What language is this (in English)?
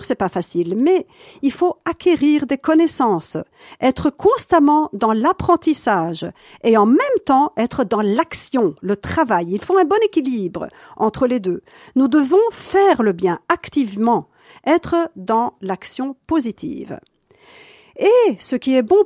French